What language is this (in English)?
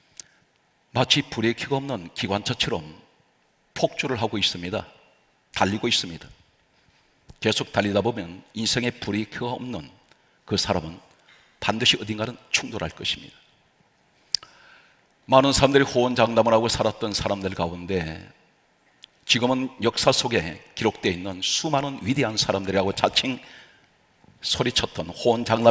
Korean